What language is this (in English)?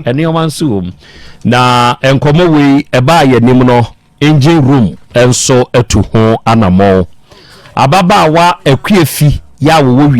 Akan